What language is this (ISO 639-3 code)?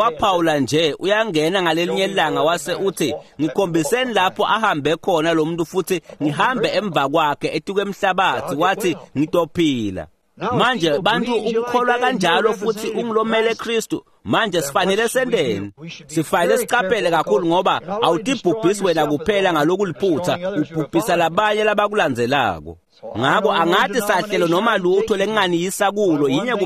ssw